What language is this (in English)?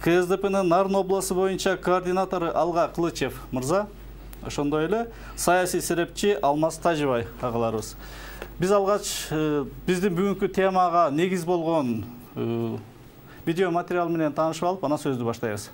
Kyrgyz